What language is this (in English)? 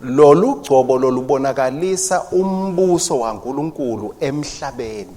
Swati